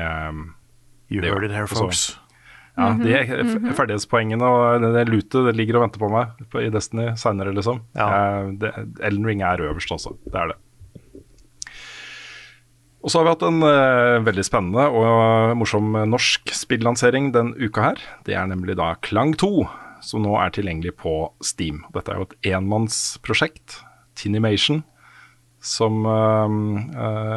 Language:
Norwegian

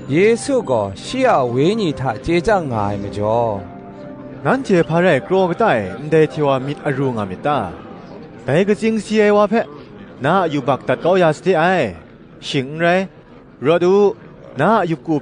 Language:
Kachin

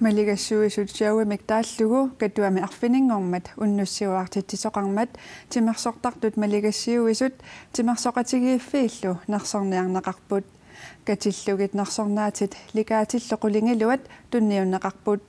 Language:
Kalaallisut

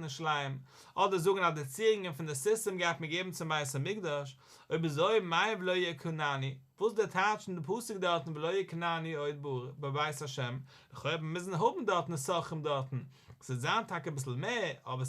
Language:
Yiddish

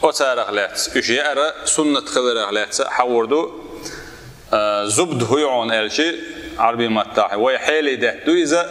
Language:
Chechen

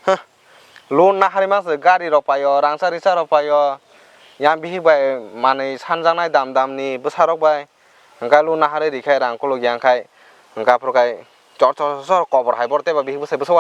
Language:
Kok Borok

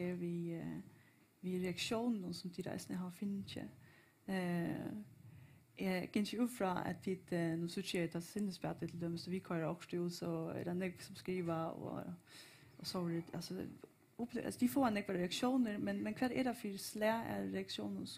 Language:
Faroese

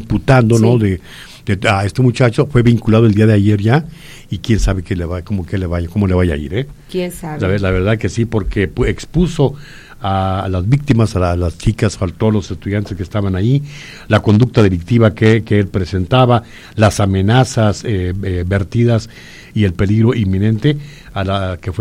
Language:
Spanish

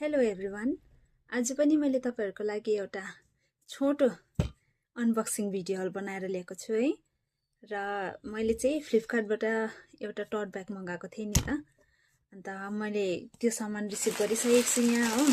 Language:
Nepali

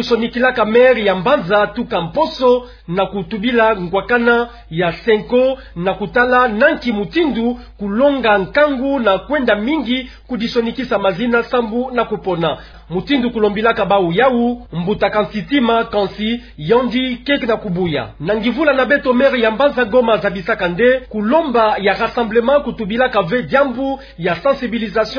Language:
Kituba (Democratic Republic of Congo)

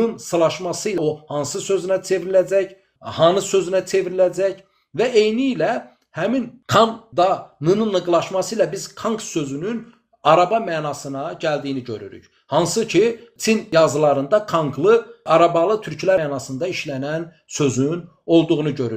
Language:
Azerbaijani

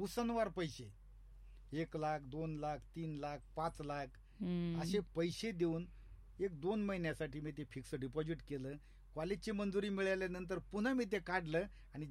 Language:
Marathi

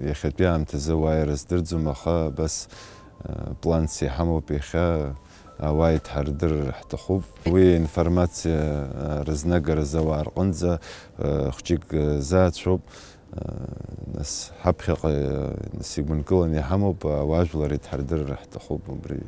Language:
Abkhazian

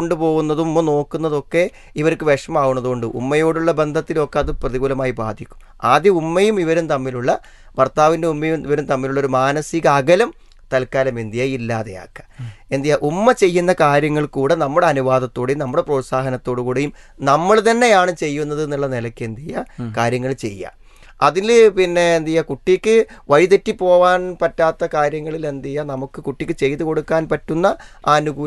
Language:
Malayalam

